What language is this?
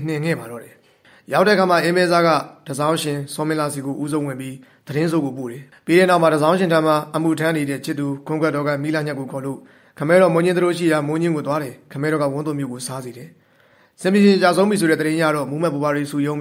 Burmese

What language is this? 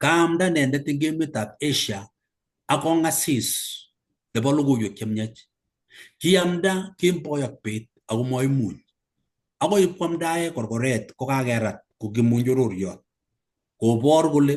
Kalenjin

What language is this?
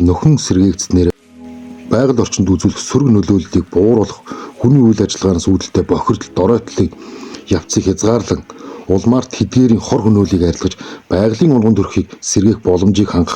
Mongolian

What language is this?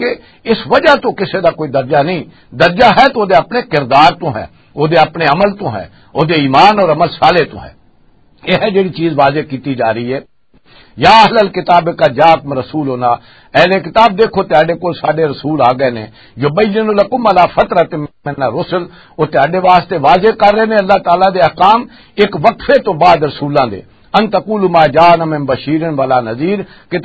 Western Panjabi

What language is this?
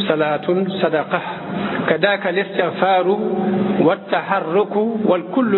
Wolof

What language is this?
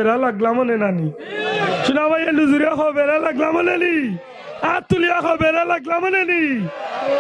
Sylheti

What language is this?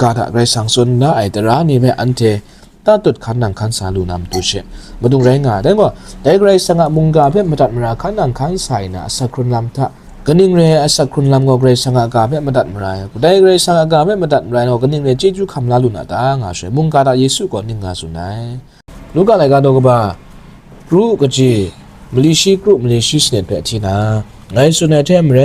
Kachin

